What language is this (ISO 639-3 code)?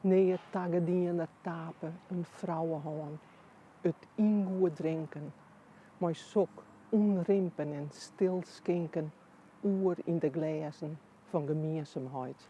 fry